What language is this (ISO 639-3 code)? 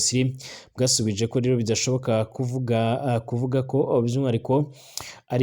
run